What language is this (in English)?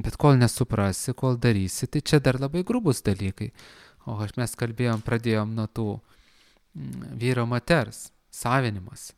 Lithuanian